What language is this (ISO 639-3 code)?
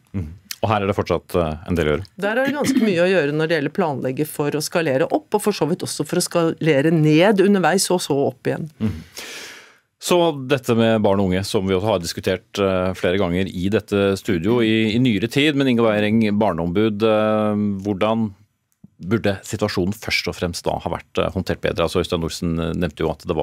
nor